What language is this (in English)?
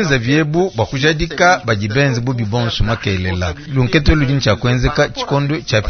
Luba-Lulua